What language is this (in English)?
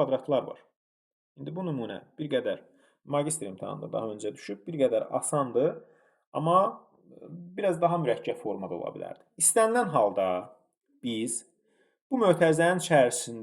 Azerbaijani